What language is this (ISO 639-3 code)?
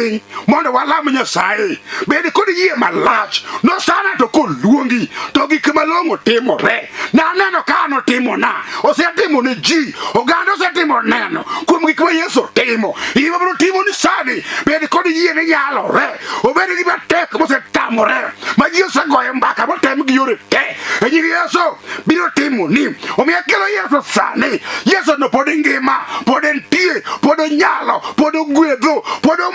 luo